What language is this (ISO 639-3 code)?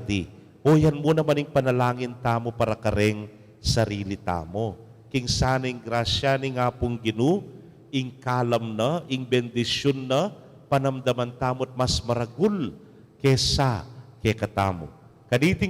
pam